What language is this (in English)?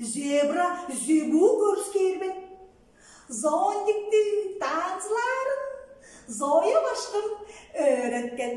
Tuvinian